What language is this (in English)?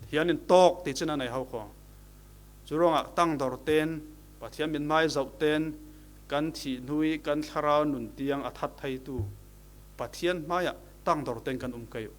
Falam Chin